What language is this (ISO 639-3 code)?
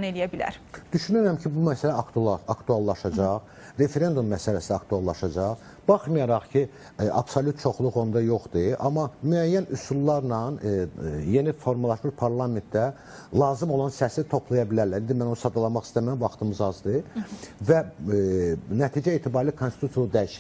aze